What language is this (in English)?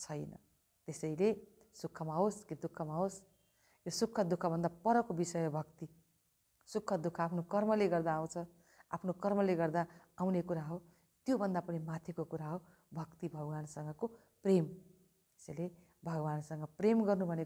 Nepali